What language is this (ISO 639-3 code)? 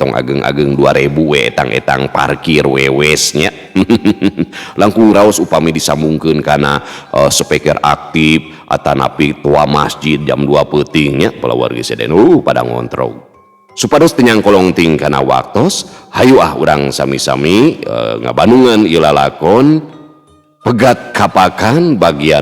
sun